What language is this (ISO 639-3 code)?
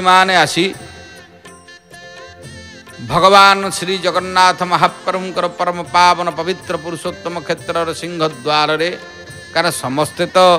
ori